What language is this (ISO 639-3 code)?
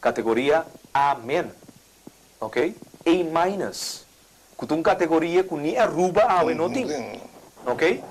pap